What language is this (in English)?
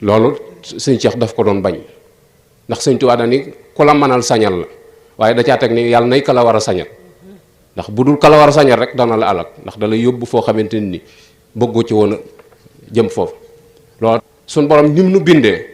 Wolof